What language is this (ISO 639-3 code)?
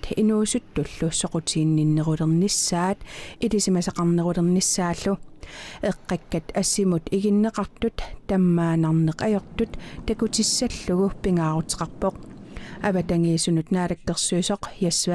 kal